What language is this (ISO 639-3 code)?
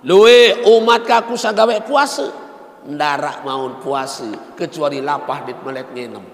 sas